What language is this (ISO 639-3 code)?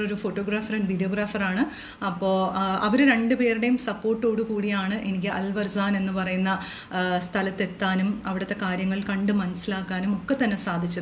mal